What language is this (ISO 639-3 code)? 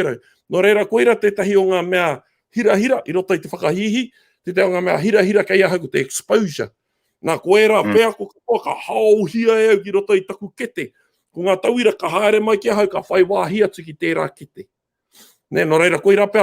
mri